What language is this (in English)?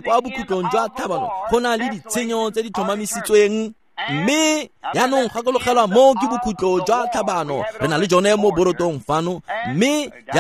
Tswana